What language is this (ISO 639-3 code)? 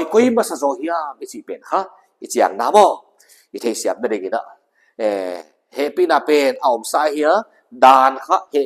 pck